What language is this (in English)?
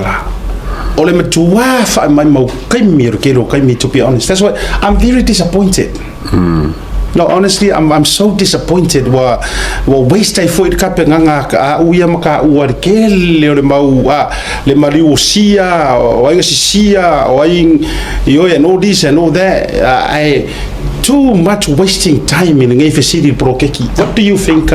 Samoan